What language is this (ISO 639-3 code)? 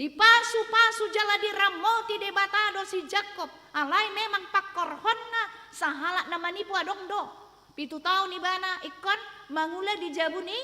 bbc